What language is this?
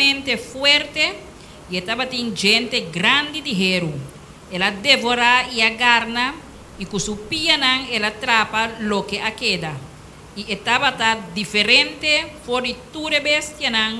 Papiamento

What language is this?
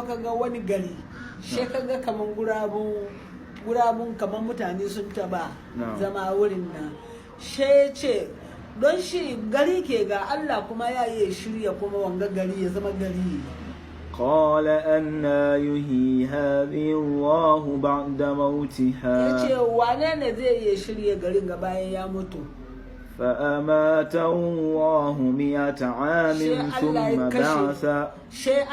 Hausa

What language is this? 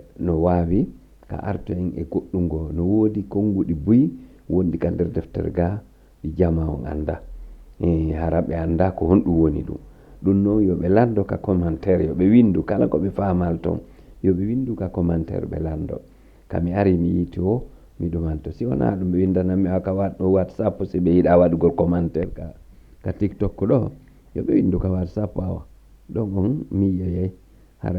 Fula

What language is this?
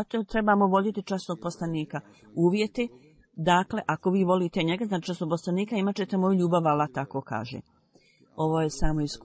Bosnian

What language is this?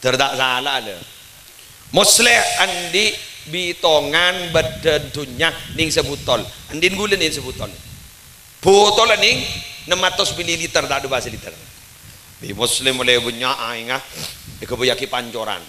Madurese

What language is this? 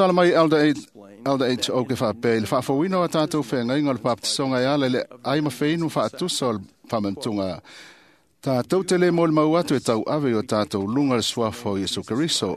Samoan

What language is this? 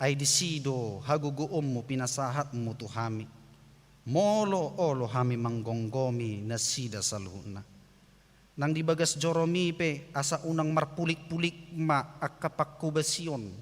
Batak Toba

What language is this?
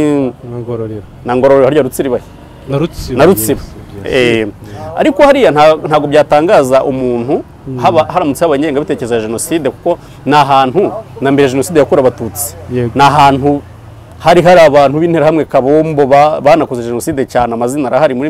Kinyarwanda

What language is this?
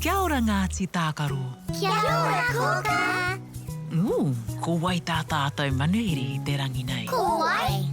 Māori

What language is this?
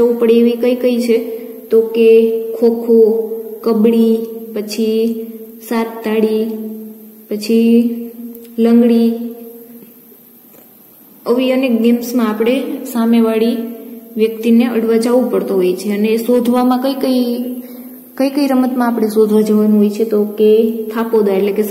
Gujarati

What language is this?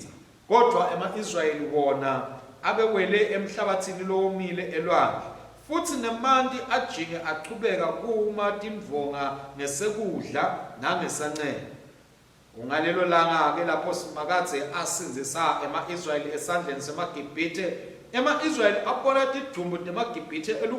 Swati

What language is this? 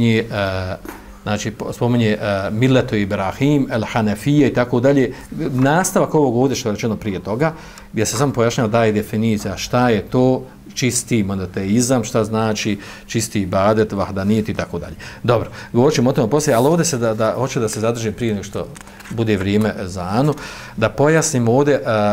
Bosnian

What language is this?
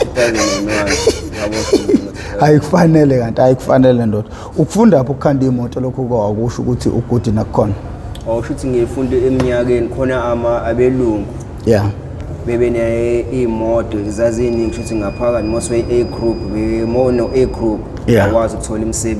Zulu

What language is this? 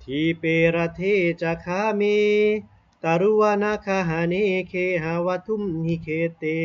Pali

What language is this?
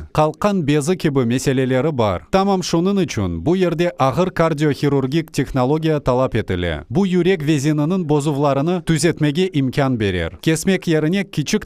Crimean Tatar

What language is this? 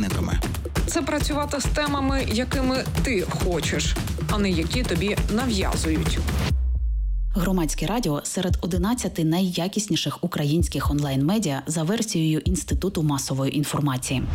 Ukrainian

